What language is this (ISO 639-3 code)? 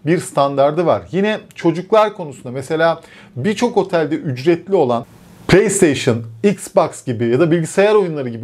tur